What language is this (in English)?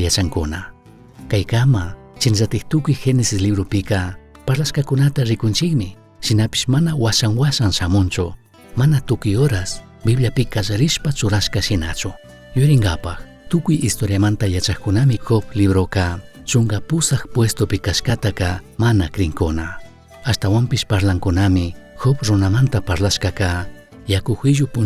Chimborazo Highland Quichua